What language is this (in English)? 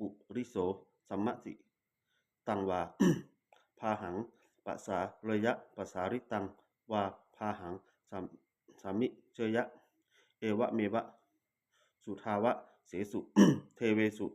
Pali